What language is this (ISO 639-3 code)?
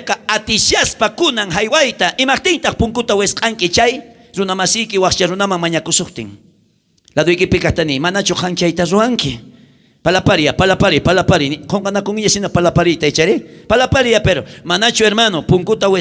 quh